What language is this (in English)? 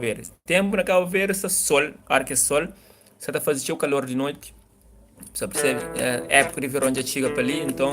Kabuverdianu